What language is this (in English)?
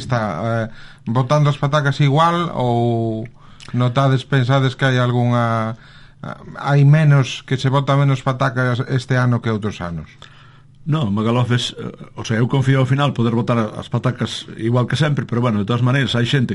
Galician